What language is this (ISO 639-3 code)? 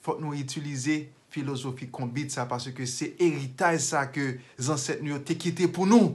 hat